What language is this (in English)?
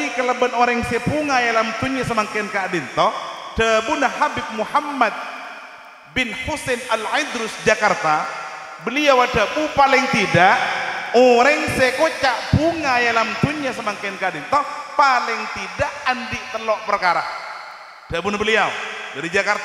Madurese